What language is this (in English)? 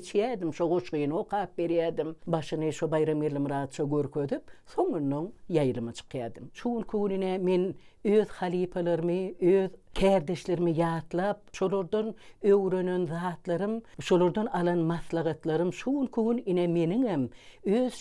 Turkmen